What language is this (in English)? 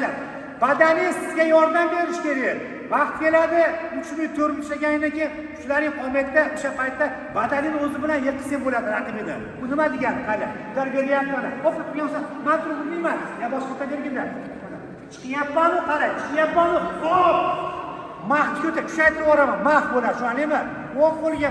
Uzbek